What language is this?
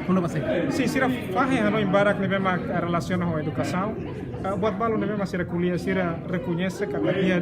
Tetum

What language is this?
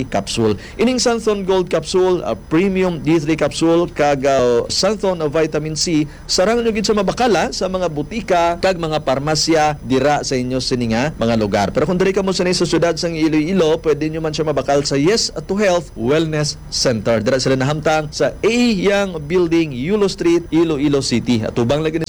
Hiligaynon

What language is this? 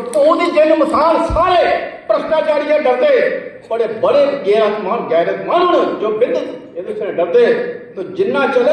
Dogri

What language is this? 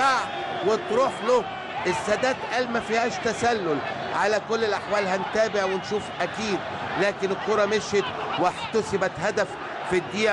Egyptian Arabic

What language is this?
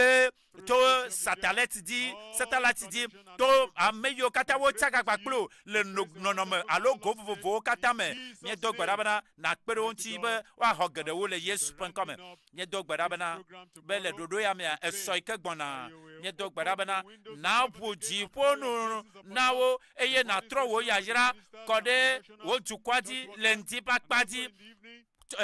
Ewe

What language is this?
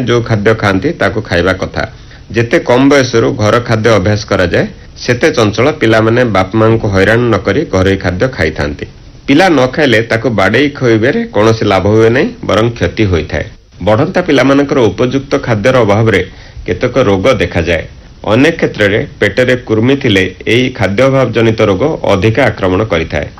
Odia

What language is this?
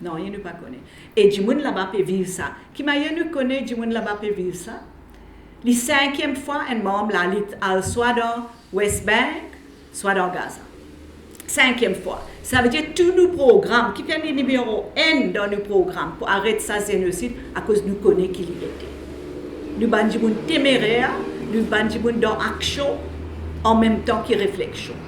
Morisyen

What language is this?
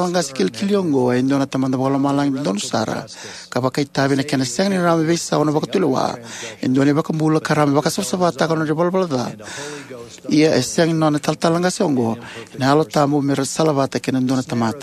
Fijian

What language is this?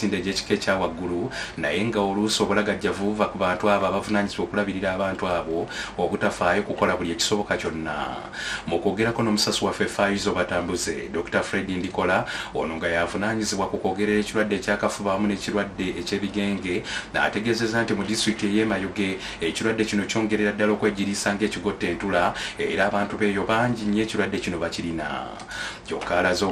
Ganda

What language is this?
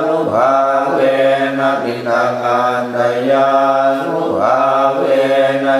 Pali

